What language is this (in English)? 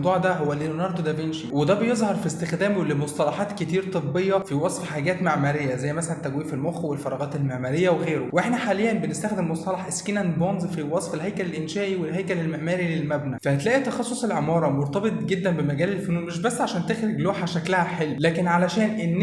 Egyptian Arabic